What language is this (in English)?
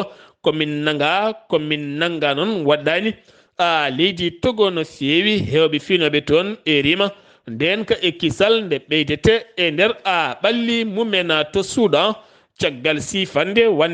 Fula